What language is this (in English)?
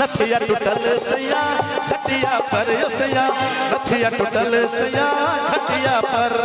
Maithili